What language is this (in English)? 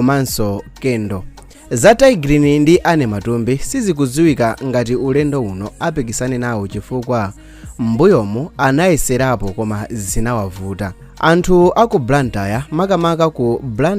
Nyanja